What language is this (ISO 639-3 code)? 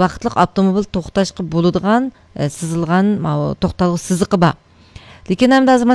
uig